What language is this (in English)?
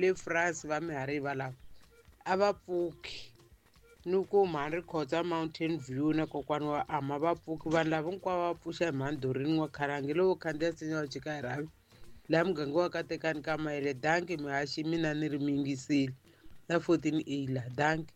Tsonga